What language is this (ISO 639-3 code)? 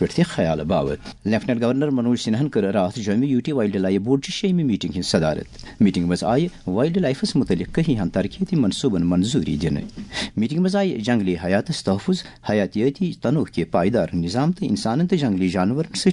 kas